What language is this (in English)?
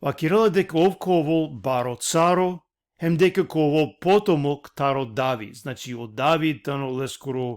Balkan Romani